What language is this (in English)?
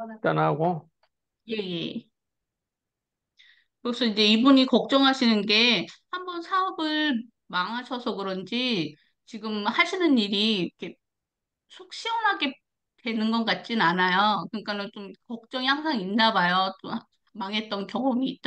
Korean